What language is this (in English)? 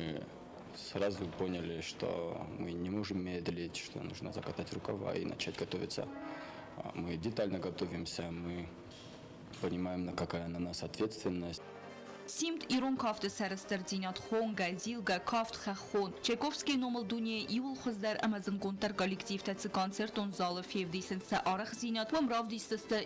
Ossetic